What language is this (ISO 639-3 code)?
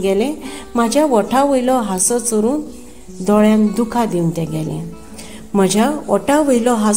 kok